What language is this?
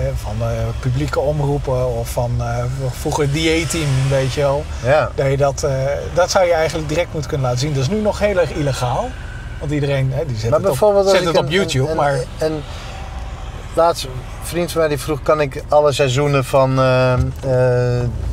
Dutch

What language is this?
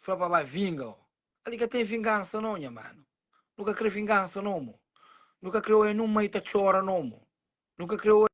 Kabuverdianu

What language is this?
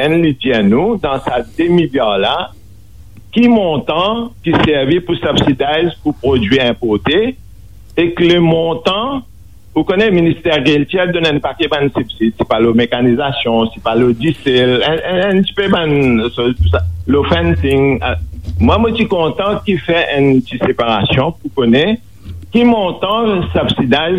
Morisyen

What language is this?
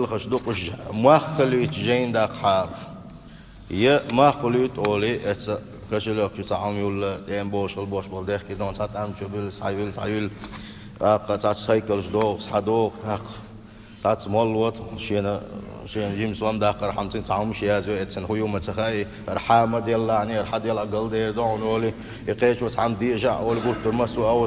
Chechen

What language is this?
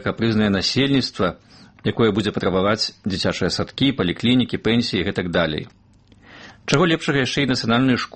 Belarusian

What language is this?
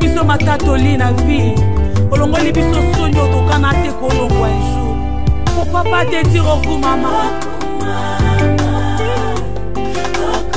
Lingala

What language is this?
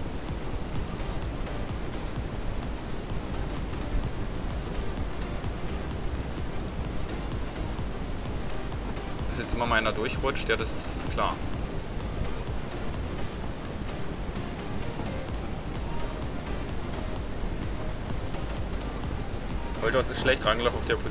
German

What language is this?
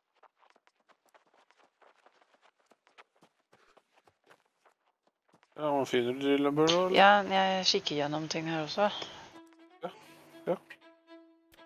Norwegian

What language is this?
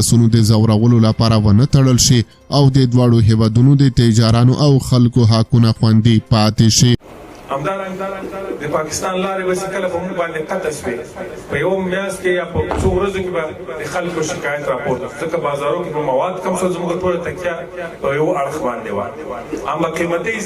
Pashto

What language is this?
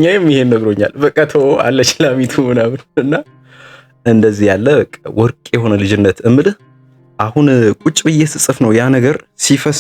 Amharic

